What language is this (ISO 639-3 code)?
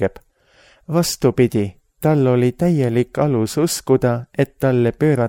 est